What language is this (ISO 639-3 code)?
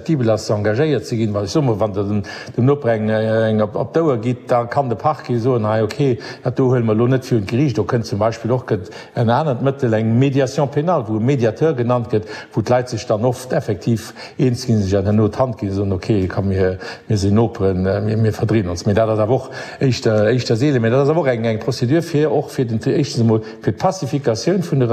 ltz